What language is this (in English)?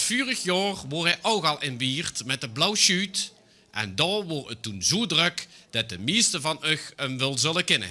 Limburgish